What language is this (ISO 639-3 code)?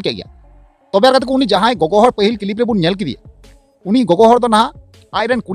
sat